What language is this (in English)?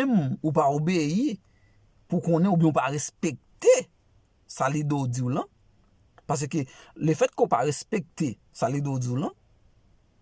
Haitian Creole